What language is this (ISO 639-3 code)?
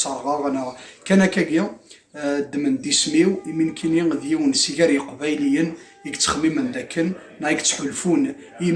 kab